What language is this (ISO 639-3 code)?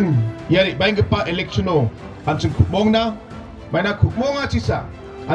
grt